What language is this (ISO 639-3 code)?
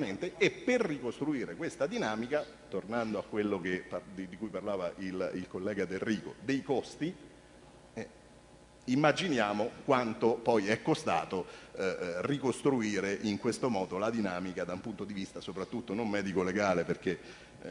ita